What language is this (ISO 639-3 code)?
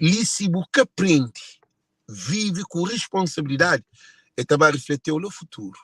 kea